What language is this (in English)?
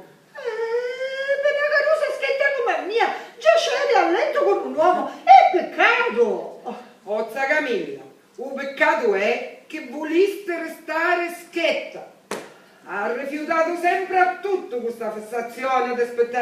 Sicilian